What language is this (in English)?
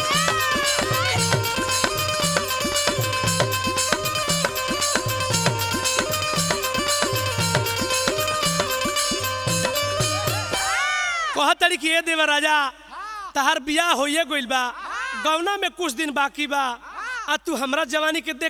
Bhojpuri